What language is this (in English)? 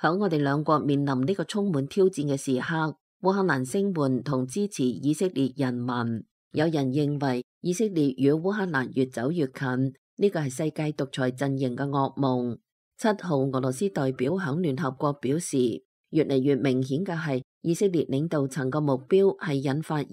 Cantonese